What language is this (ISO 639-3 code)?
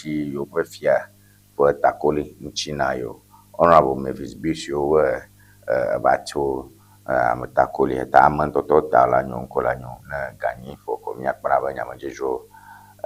ewe